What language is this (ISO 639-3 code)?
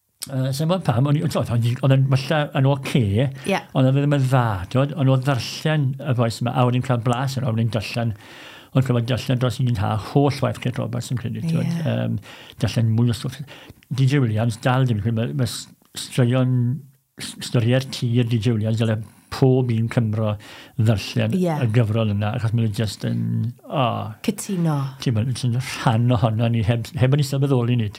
cym